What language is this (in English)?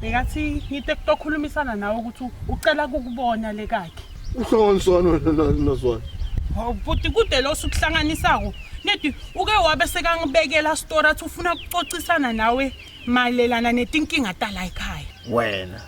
Swati